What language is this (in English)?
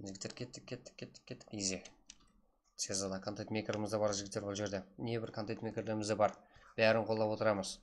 Kara-Kalpak